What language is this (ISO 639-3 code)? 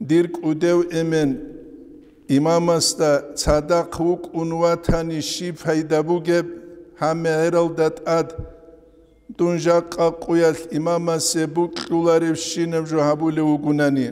ava